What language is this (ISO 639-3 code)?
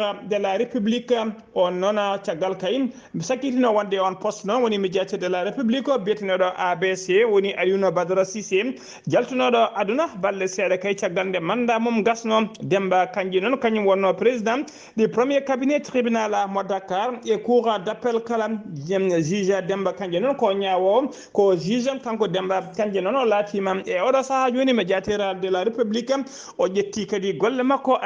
ful